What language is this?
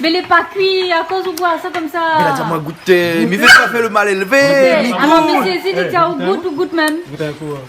Réunion Creole French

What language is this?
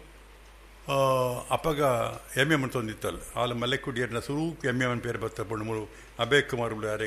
Tulu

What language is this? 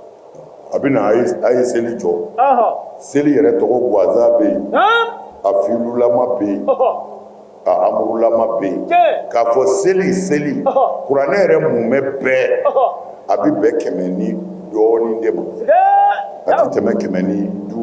Bambara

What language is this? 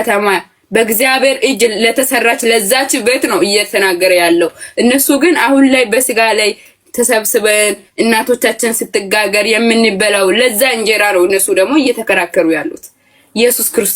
Amharic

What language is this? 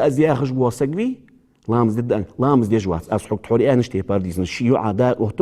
Ingush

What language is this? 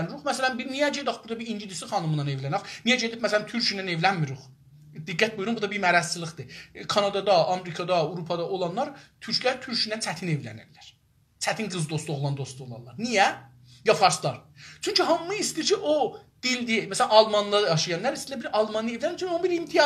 South Azerbaijani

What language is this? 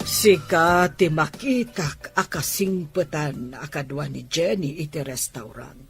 Iloko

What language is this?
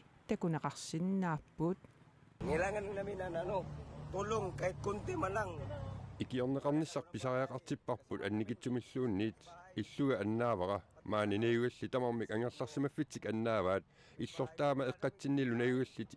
Kalaallisut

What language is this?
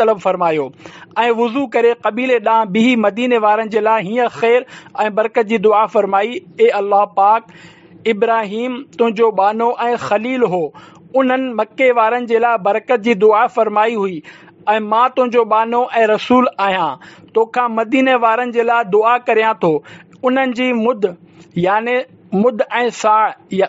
Sindhi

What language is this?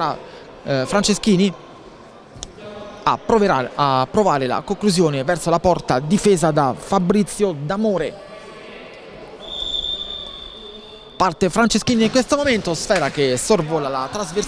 Italian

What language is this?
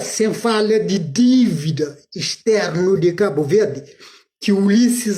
Kabuverdianu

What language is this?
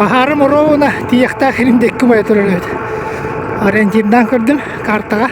Yakut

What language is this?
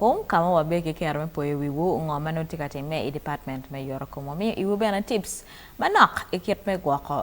Acoli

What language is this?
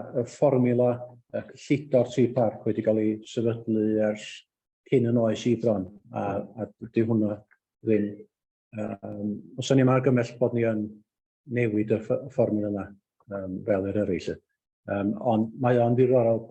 Welsh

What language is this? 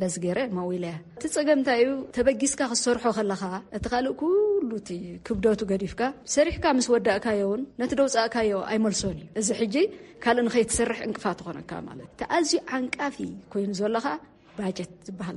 Tigrinya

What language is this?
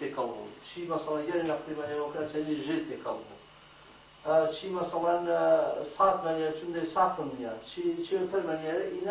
Gurani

